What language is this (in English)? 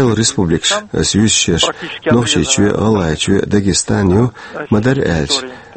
Chechen